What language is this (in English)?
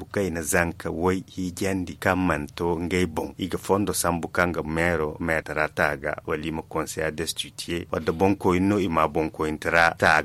Zarma